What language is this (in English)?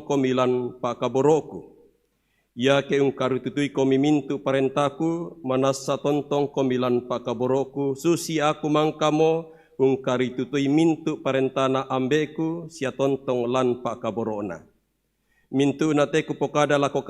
Toraja-Sa'dan